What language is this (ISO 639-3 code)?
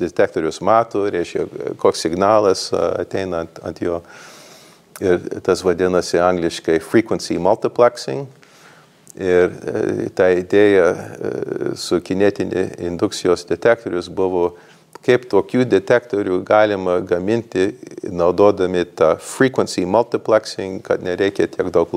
lit